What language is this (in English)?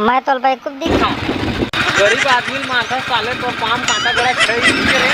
Chhattisgarhi